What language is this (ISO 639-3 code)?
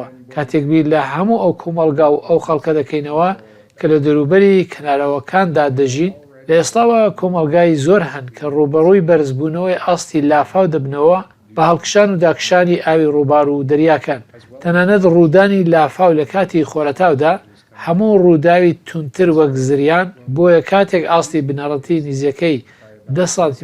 ckb